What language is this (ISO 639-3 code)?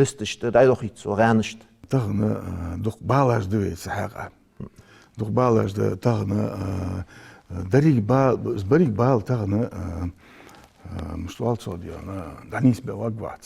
inh